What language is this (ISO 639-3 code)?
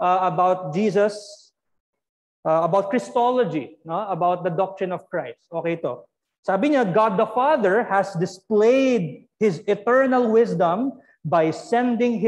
fil